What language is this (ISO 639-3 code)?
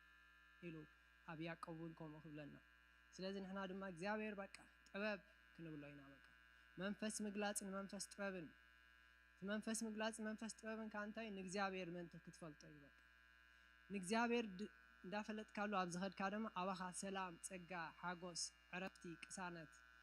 tir